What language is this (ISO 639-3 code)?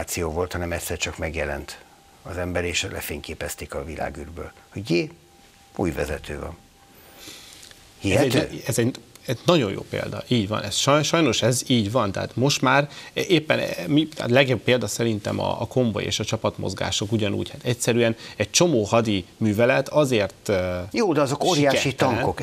hun